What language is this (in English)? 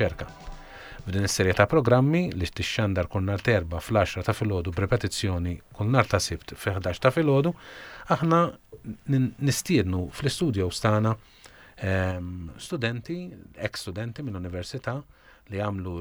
Maltese